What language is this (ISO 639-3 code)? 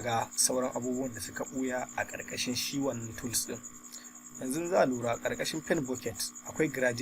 hau